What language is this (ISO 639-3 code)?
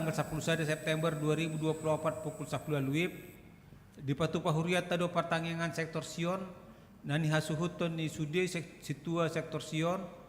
bbc